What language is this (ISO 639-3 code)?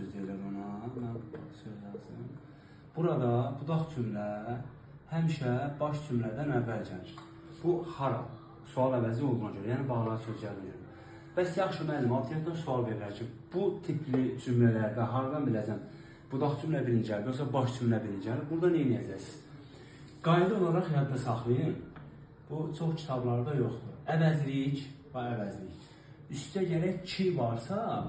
aze